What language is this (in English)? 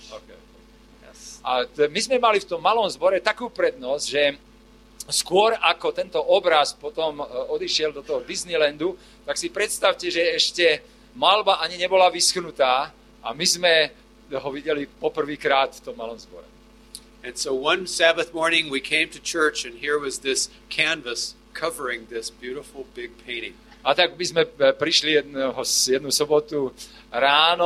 Slovak